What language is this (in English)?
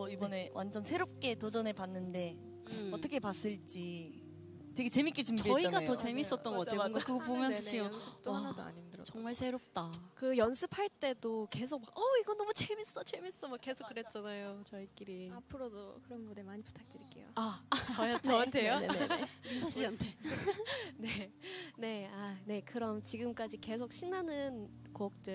Korean